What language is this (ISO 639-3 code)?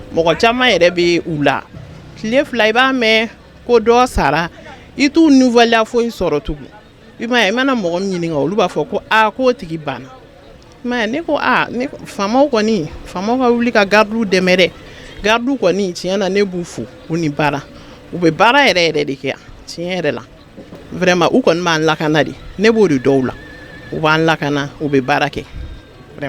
bam